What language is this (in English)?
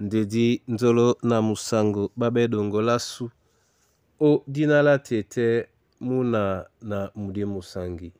Duala